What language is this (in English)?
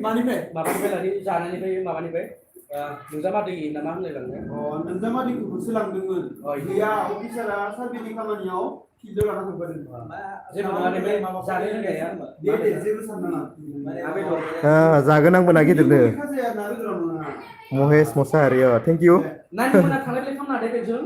Bodo